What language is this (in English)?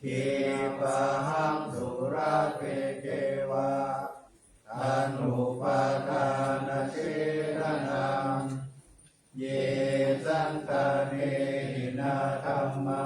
Pali